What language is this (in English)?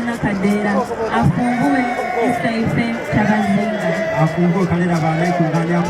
Soga